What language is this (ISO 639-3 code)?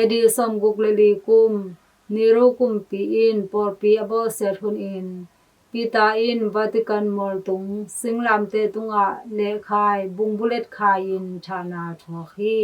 ctd